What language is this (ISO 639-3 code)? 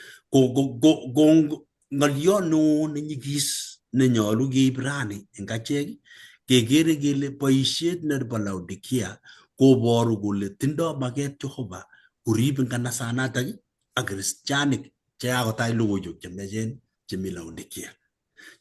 kln